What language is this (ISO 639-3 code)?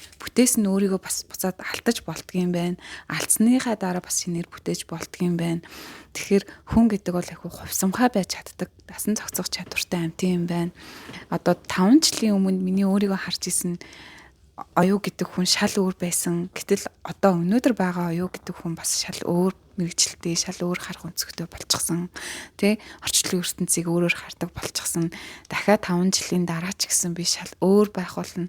mon